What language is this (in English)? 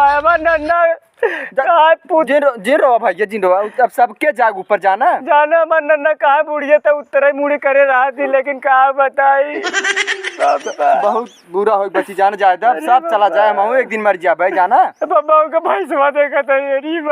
Awadhi